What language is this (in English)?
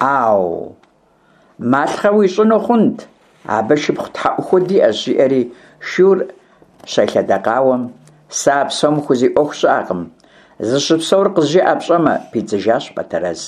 Kabardian